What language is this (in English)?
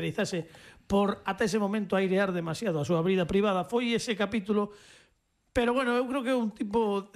Galician